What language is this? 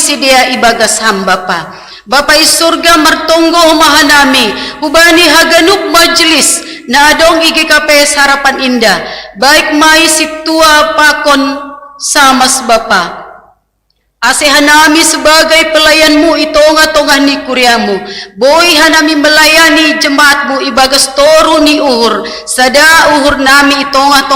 Batak Simalungun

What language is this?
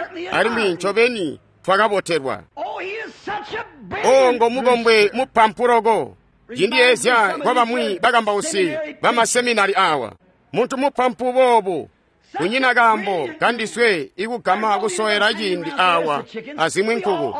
Tonga (Zambia)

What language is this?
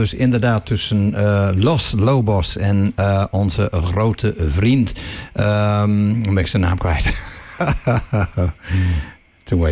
Dutch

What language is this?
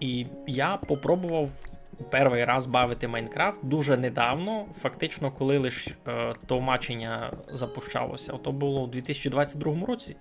Rusyn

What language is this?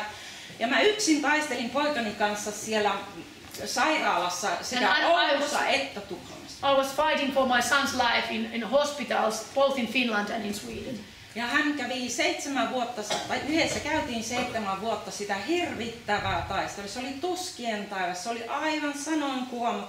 Finnish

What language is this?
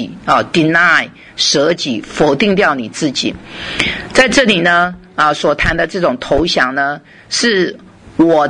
Chinese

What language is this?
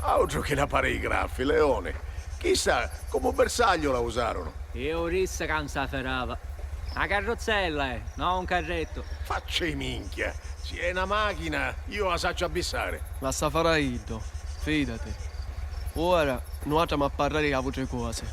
Sicilian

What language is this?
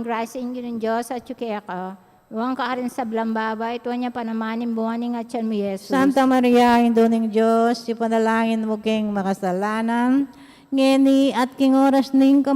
Pampanga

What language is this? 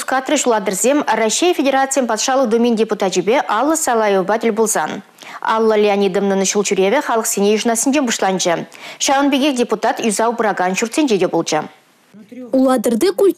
Chuvash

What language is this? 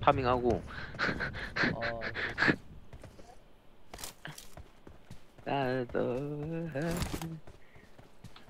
Korean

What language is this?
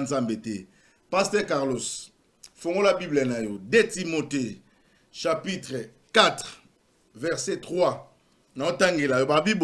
Lingala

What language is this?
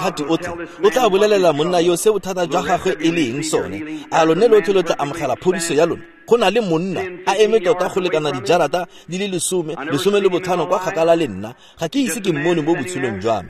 Tswana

